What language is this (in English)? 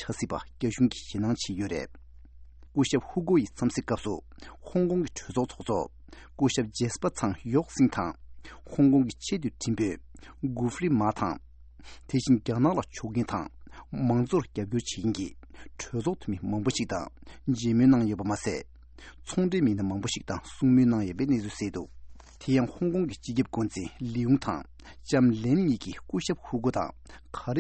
Tibetan